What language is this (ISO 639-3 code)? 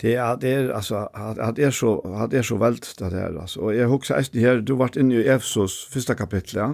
fao